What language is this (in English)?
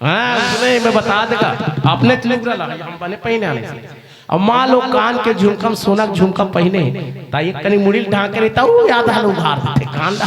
Chhattisgarhi